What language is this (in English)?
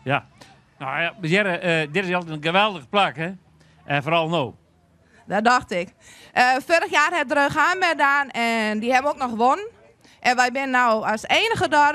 Western Frisian